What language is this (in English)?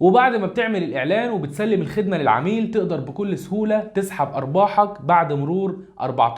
Egyptian Arabic